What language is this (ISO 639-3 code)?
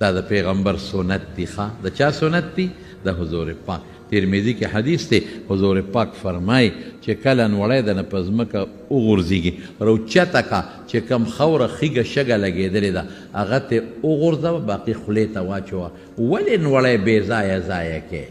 pus